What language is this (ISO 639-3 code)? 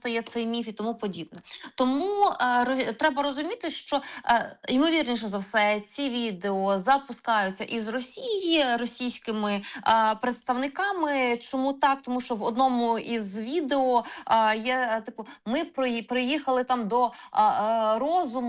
ukr